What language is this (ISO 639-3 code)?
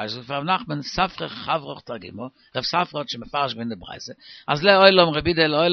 yid